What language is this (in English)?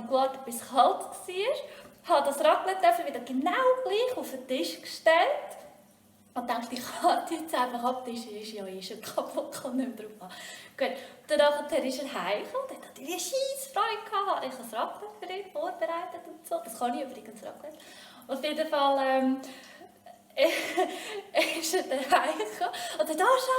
Swiss German